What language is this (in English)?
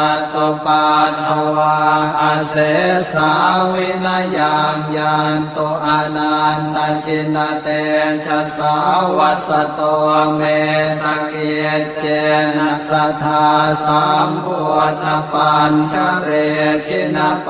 Pali